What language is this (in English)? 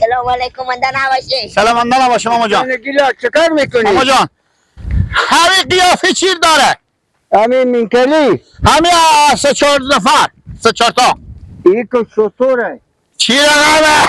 Persian